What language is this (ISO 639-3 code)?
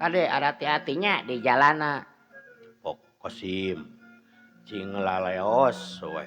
sun